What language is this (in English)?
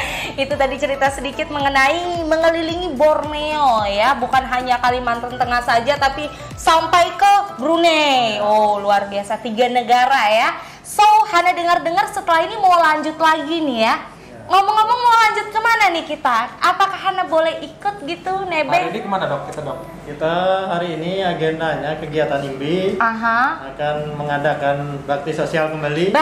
Indonesian